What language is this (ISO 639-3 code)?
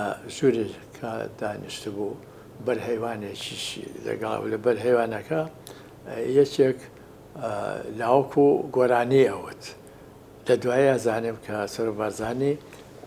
ckb